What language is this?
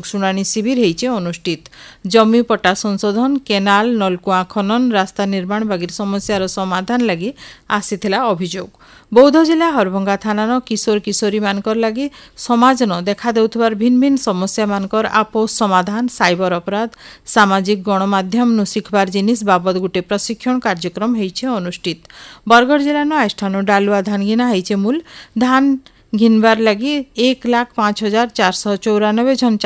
Odia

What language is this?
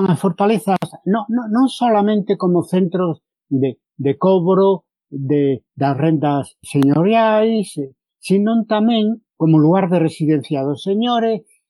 Galician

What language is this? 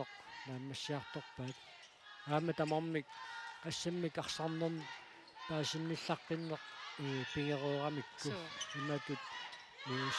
Kalaallisut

